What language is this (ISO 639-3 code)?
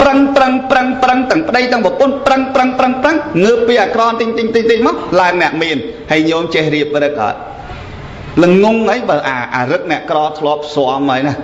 khm